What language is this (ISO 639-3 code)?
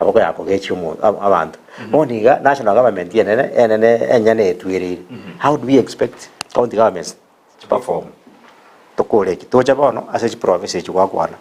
guz